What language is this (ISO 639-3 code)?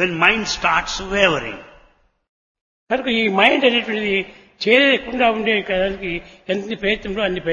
tel